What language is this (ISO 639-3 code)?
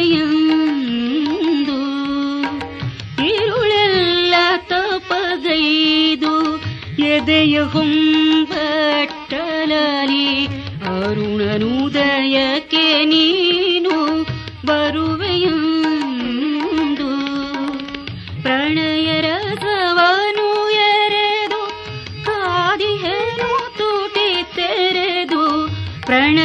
kan